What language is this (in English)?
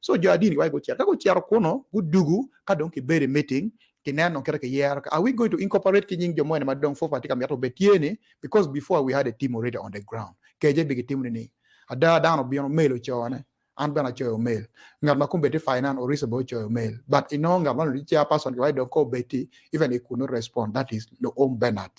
Acoli